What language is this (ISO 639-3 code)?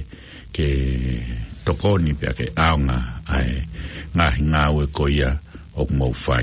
ton